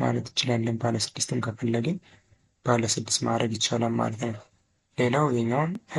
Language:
Amharic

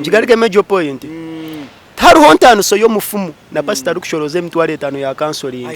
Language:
Nyankole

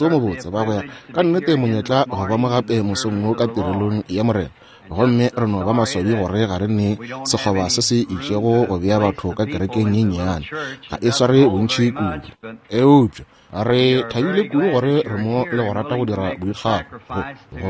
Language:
Northern Sotho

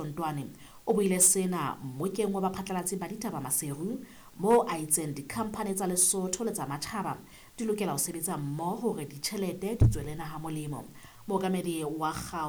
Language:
Southern Sotho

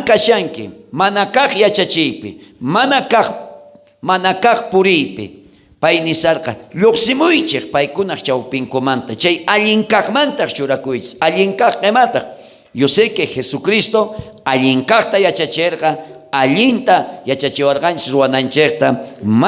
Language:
South Bolivian Quechua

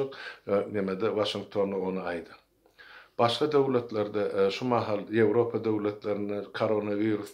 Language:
Turkmen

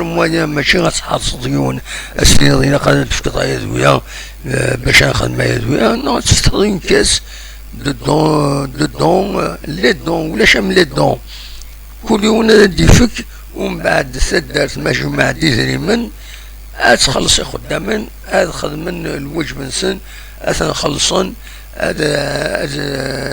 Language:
Kabyle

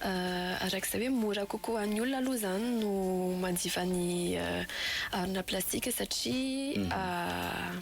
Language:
Malagasy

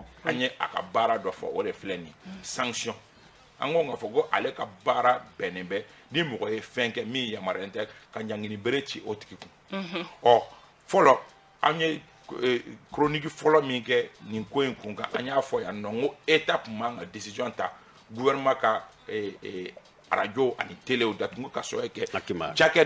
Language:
Bambara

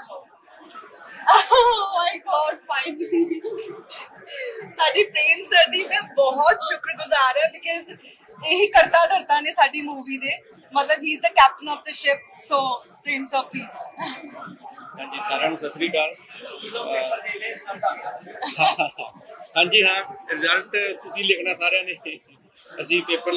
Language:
Punjabi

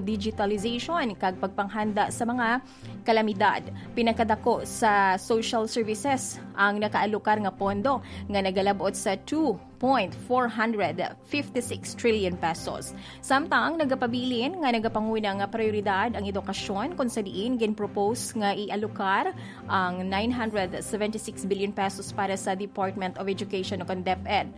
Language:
Hiligaynon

